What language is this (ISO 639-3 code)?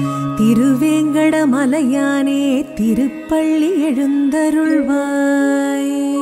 tam